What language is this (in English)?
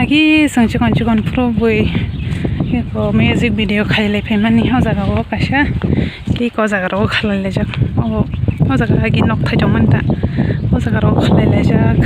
Kok Borok